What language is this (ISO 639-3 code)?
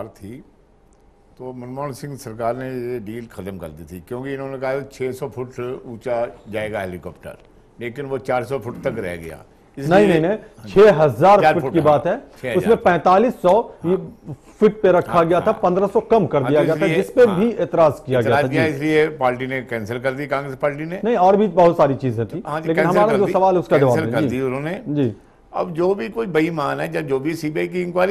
hin